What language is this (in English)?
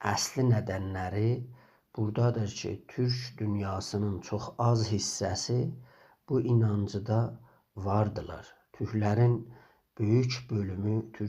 South Azerbaijani